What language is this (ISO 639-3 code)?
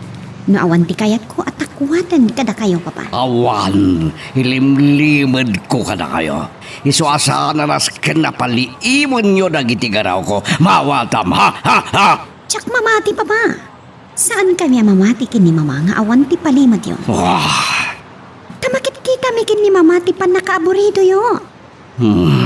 ilo